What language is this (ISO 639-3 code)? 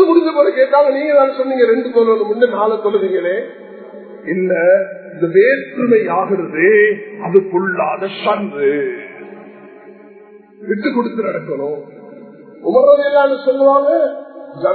tam